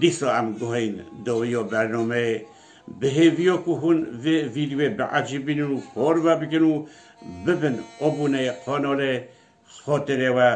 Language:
Kurdish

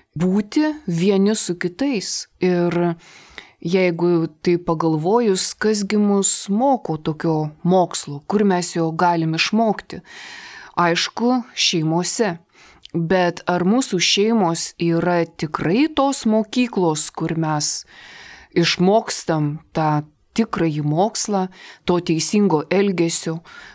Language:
Lithuanian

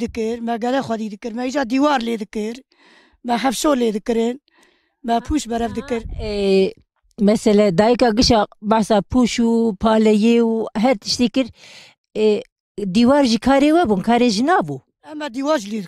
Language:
Kurdish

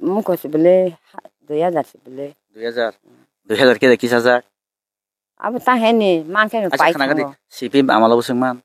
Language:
Kok Borok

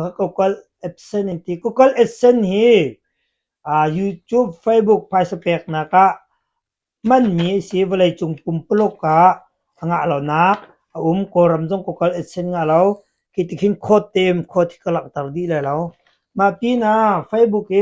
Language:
Hakha Chin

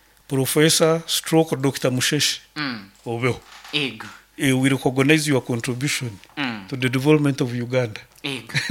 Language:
Nyoro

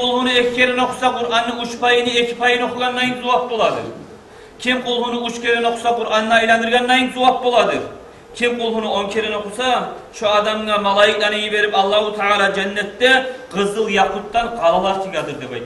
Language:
Kumyk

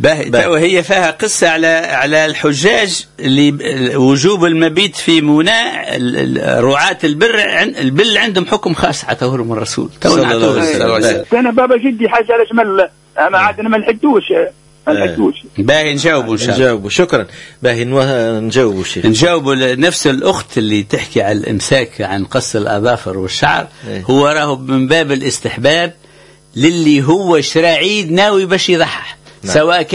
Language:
Tunisian Arabic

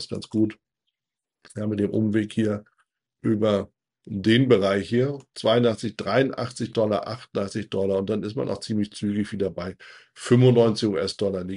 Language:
German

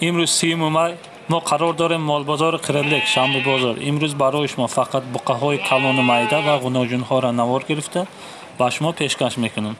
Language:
Tajik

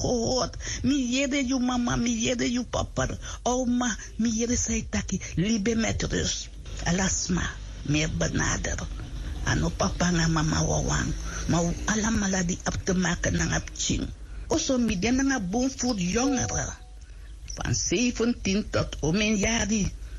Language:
Sranan Tongo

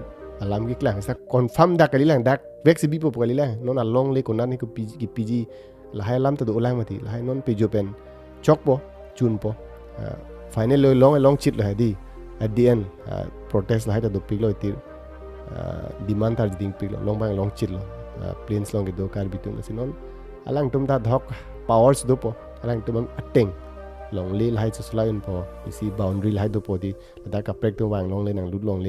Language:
Karbi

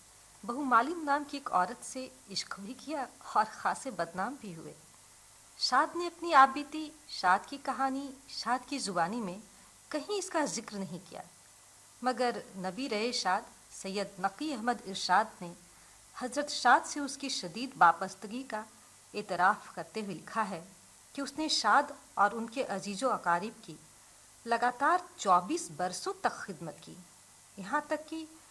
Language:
Urdu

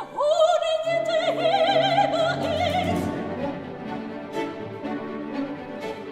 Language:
Dutch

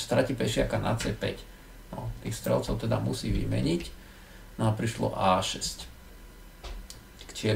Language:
Slovak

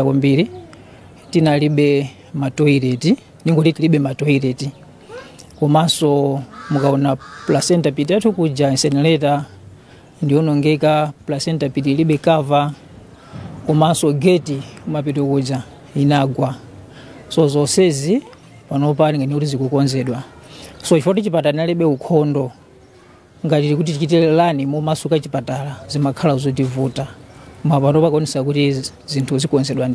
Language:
Nyanja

